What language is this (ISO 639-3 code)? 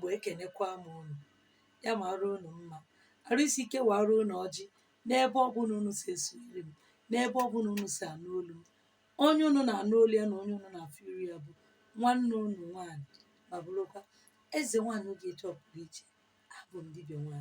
ibo